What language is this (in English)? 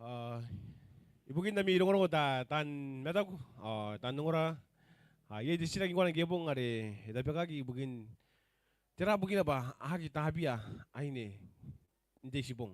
Gilbertese